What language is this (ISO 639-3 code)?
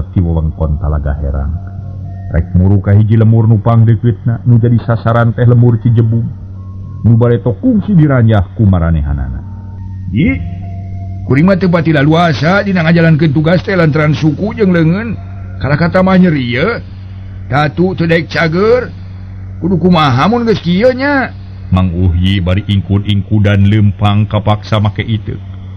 sun